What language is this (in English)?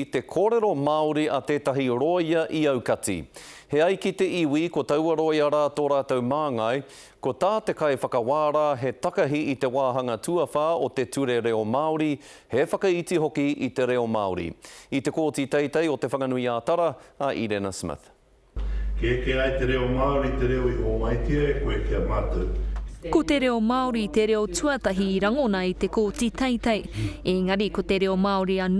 Māori